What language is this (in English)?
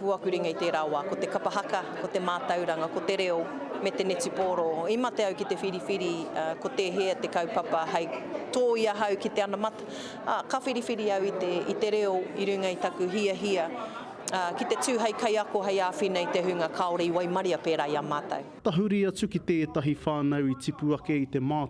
Māori